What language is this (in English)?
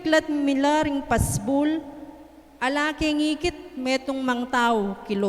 Pampanga